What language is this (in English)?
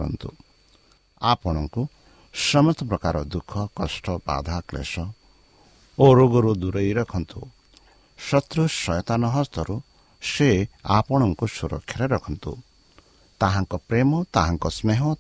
Odia